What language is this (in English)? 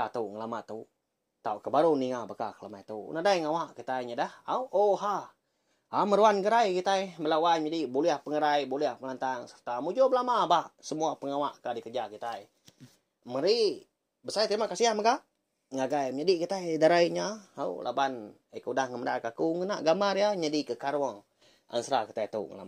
Iban